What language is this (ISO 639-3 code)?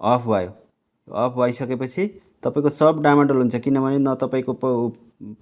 nep